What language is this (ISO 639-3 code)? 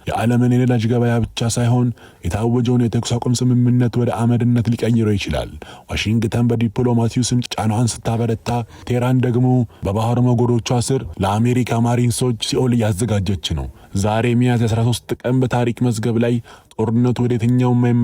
amh